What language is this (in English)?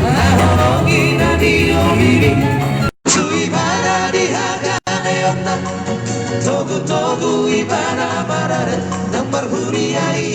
Batak Toba